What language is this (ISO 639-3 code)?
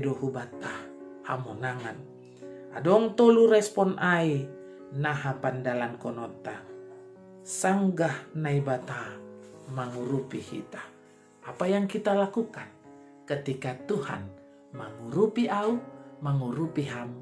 bts